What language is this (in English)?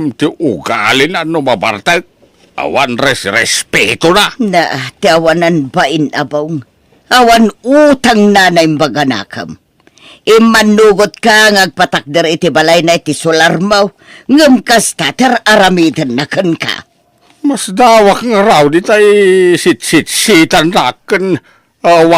Iloko